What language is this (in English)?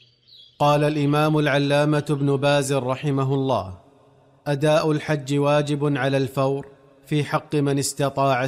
Arabic